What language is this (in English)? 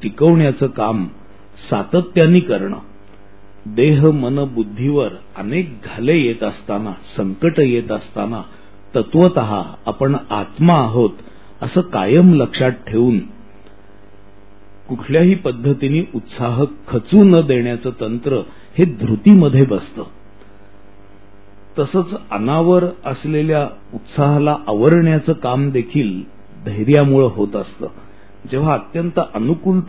Marathi